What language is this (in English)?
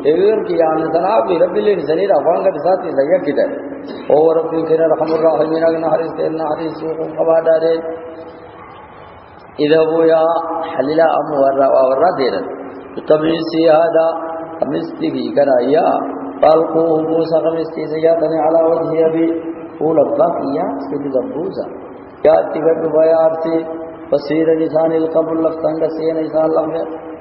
Arabic